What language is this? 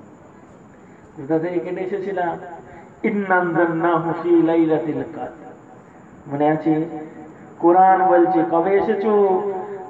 Bangla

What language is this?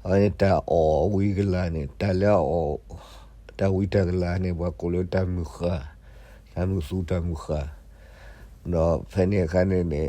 S'gaw Karen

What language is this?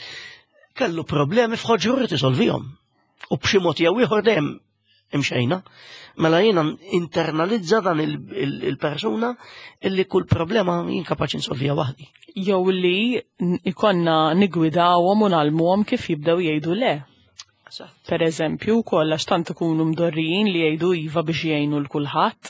Maltese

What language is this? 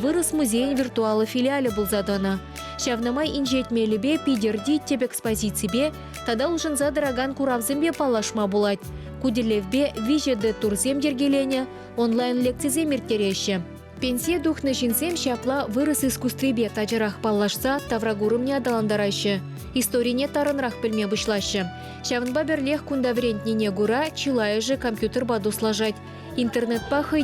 Chuvash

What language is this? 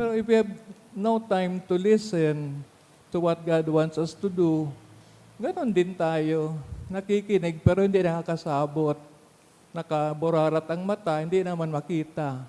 Bikol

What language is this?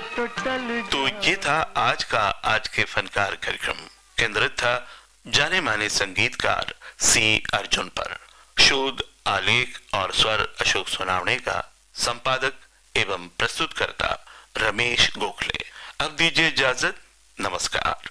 Hindi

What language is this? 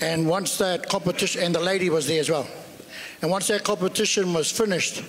Māori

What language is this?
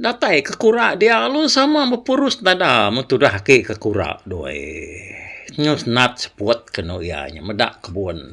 Iban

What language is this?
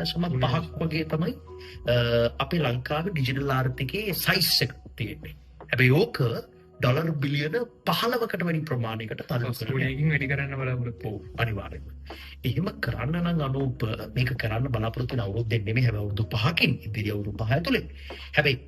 Sinhala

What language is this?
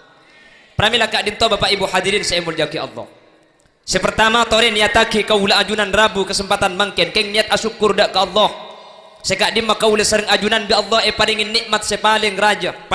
Madurese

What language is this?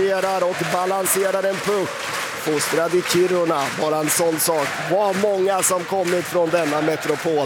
Swedish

